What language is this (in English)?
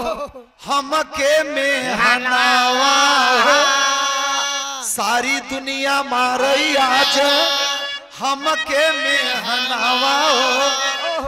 Bhojpuri